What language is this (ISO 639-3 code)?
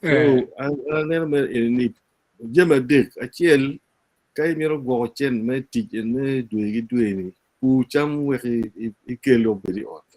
ach